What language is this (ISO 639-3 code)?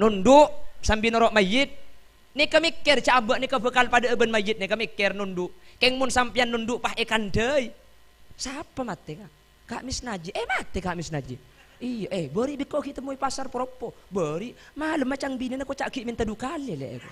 mad